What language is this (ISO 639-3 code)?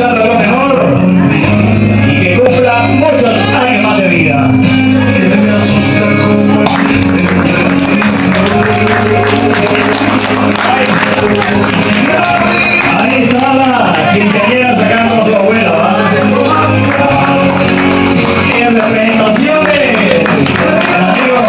spa